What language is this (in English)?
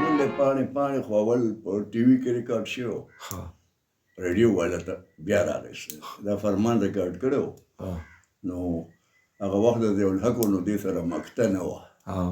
Pashto